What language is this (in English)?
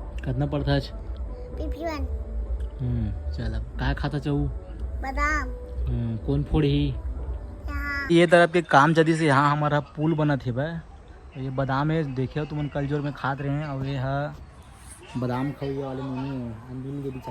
Chhattisgarhi